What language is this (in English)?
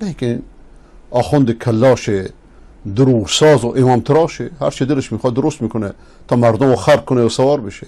Persian